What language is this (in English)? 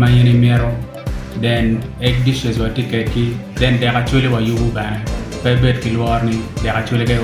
Acoli